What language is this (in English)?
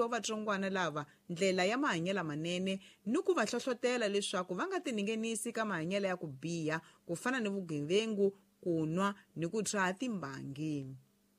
Tsonga